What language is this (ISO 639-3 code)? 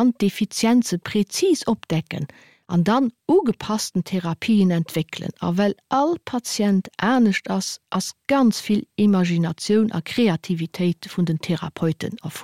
ltz